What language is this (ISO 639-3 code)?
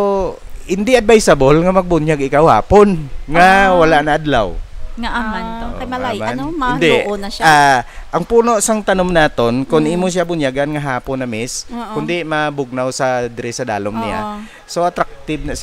hil